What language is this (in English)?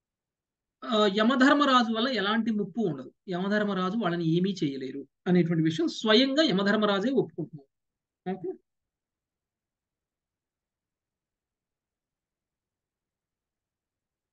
Telugu